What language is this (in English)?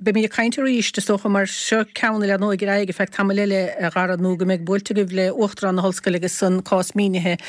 Irish